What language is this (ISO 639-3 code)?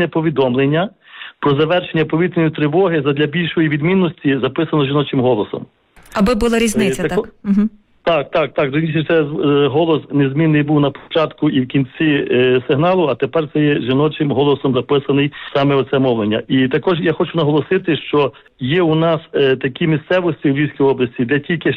ukr